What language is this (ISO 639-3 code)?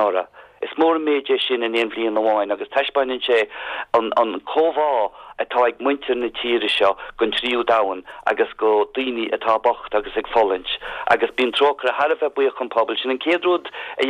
gle